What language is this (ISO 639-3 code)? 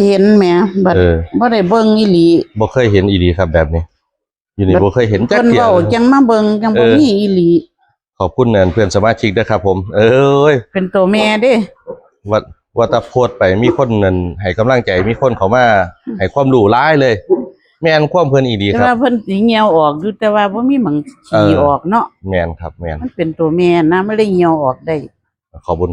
tts